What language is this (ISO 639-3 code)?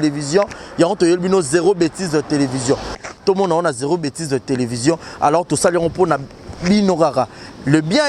lin